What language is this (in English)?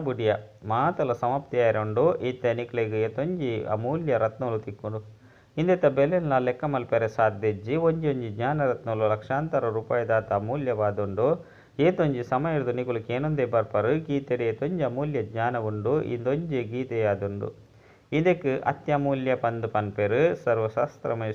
Tulu